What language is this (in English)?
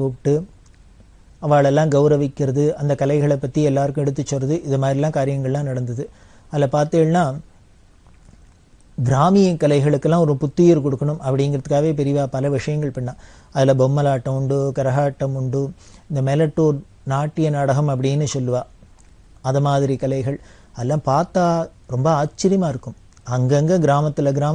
Tamil